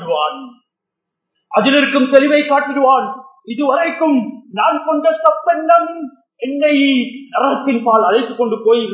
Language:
Tamil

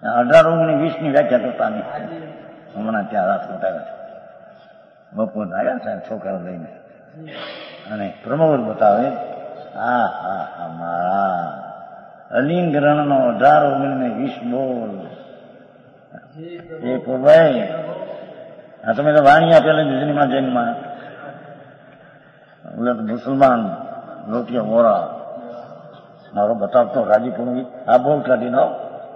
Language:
Gujarati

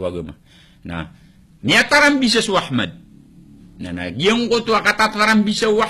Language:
Maranao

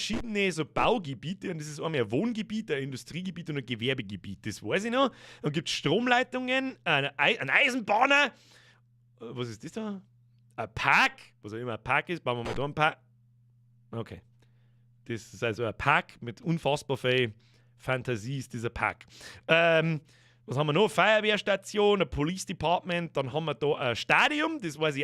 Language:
Bavarian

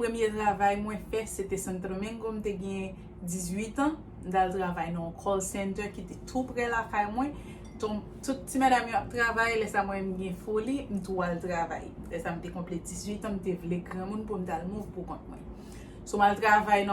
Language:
Haitian Creole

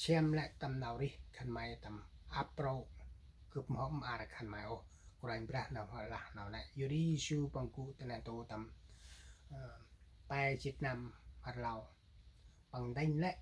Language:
Central Mnong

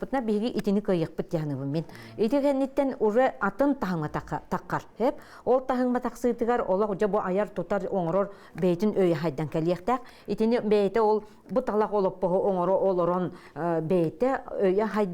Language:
Yakut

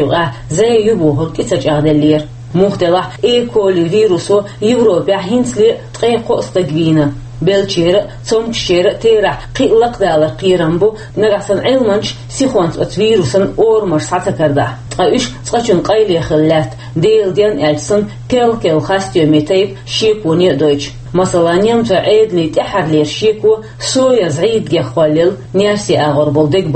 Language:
Chechen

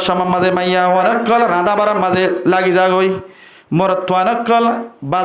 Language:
Rohingya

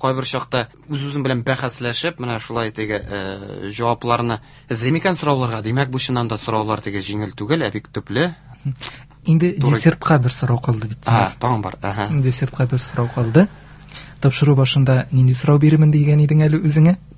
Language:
Tatar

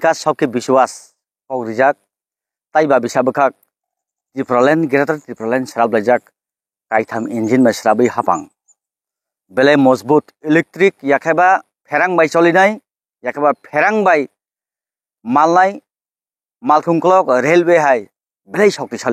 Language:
Kok Borok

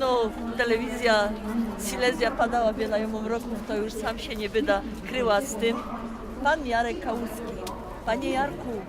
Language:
Silesian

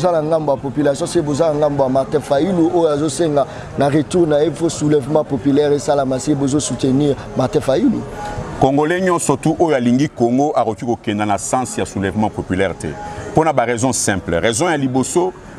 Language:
Lingala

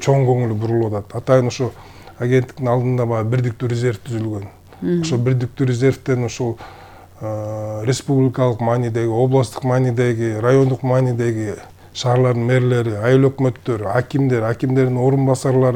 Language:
Kyrgyz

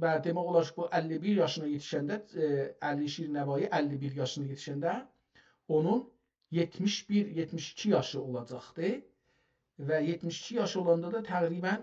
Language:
South Azerbaijani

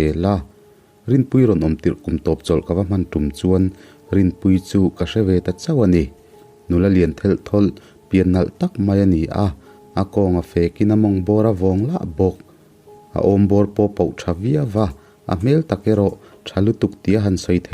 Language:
Mizo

